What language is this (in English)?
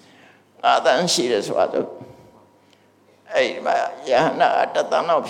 Burmese